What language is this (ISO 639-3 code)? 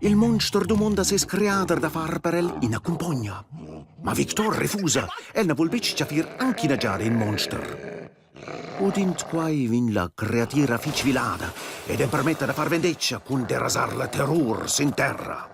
roh